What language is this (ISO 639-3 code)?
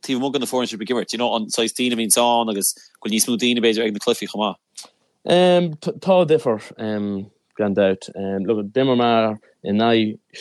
gle